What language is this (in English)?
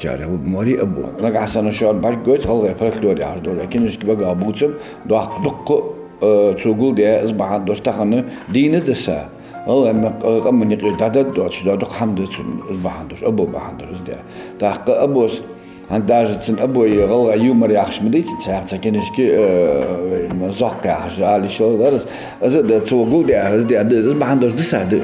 Ingush